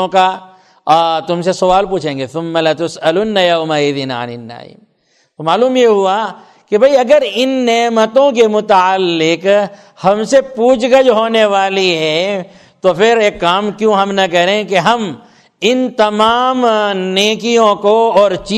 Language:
Urdu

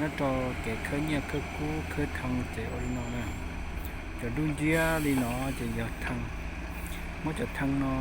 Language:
Hmong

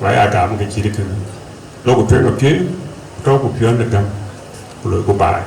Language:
Dinka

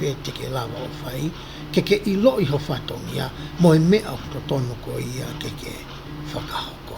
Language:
Tongan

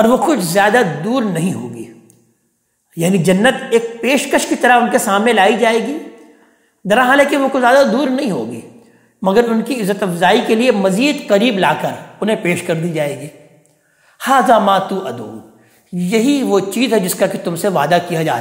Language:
Urdu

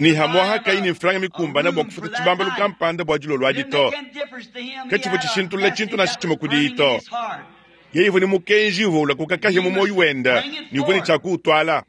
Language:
Luba-Lulua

